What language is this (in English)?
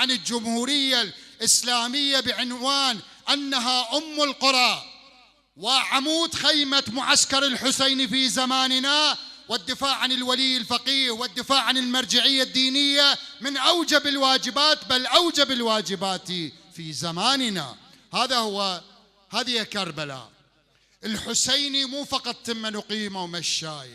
Mesopotamian Arabic